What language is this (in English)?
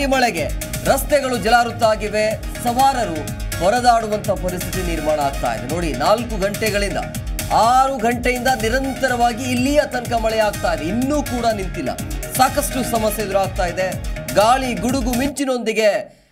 Kannada